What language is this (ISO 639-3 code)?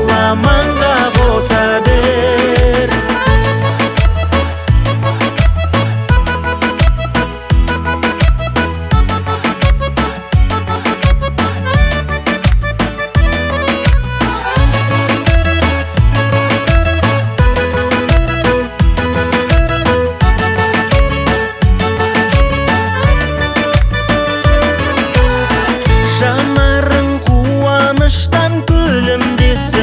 kaz